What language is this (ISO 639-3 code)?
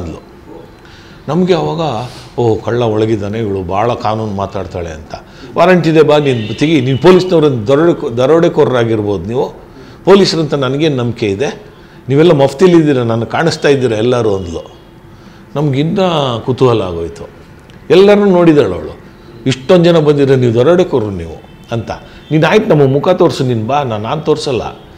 kan